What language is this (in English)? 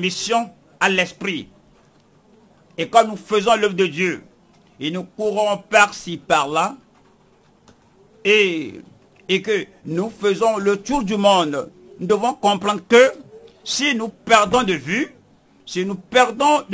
French